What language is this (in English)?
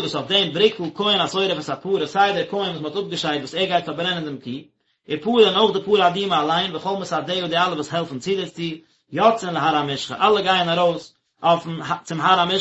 Yiddish